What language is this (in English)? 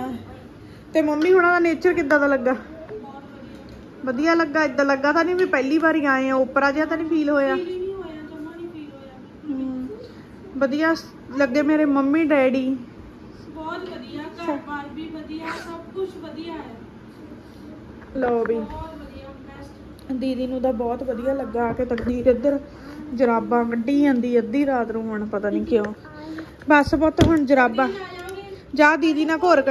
Punjabi